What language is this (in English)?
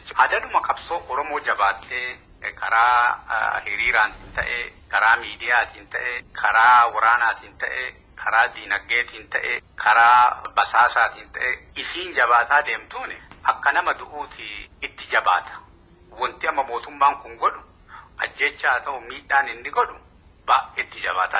Oromo